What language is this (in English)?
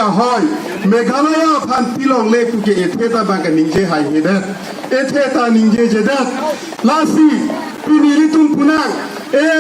Karbi